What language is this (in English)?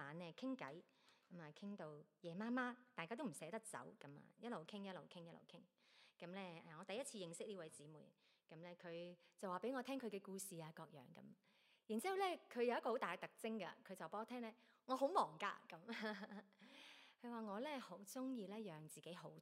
Cantonese